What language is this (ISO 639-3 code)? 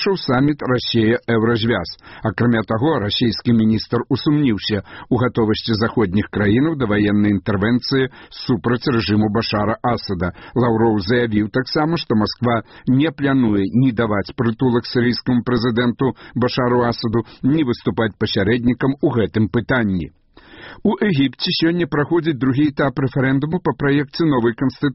bel